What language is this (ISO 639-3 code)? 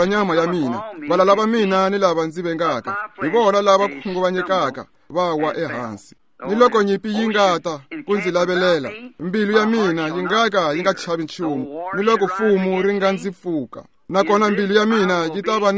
tso